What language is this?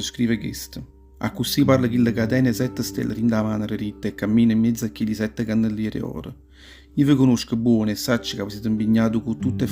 Neapolitan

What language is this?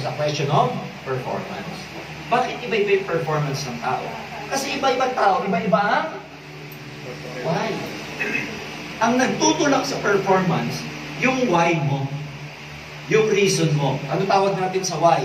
Filipino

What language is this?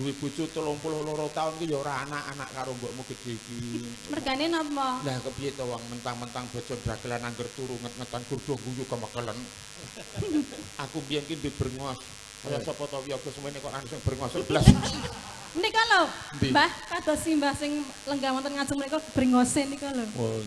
Javanese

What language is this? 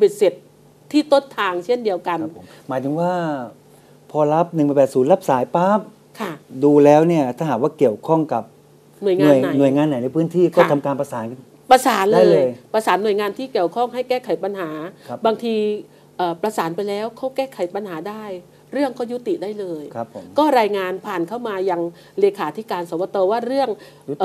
Thai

